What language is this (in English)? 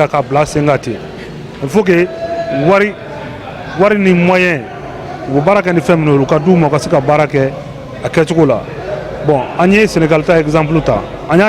Bambara